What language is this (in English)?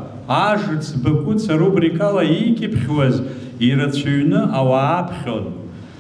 Abkhazian